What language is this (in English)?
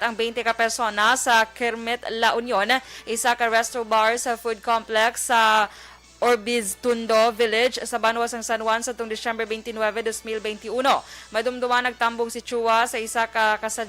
Hiligaynon